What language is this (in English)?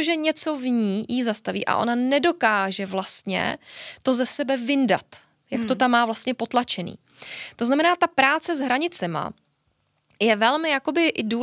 Czech